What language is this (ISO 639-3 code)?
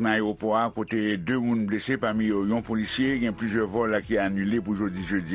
hat